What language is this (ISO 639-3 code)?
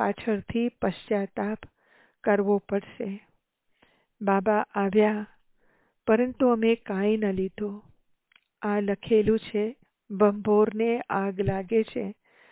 guj